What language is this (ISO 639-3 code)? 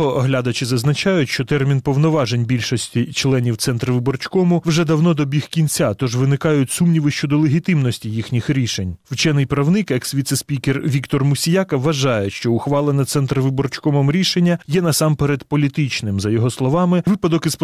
ukr